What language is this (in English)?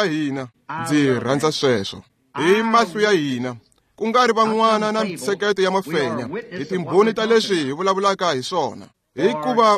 Tsonga